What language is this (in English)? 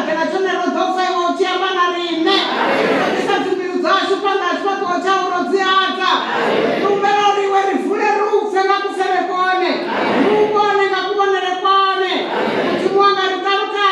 Venda